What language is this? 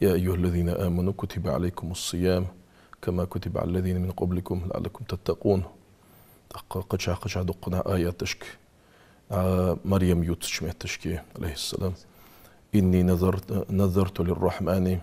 Ingush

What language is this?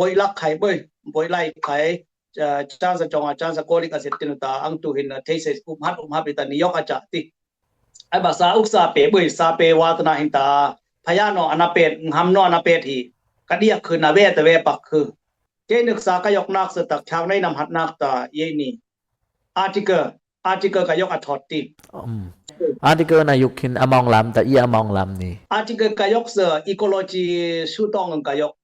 Dimasa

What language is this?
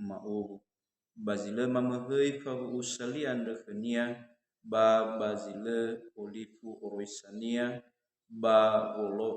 Nias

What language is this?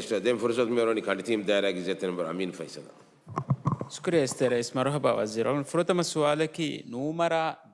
Divehi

